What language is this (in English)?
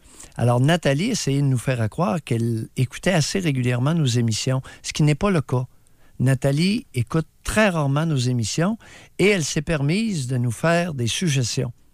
French